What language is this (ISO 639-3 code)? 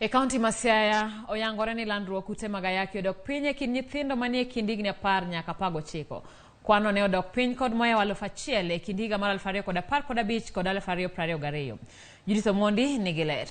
luo